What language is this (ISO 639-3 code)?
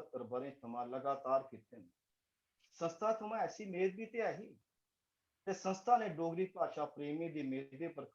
doi